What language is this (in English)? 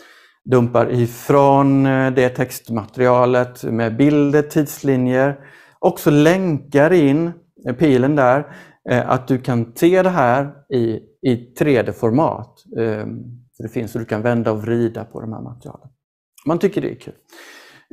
Swedish